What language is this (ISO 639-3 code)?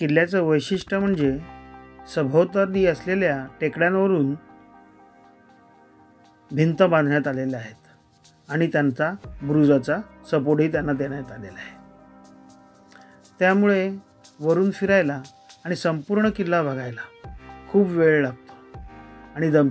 mar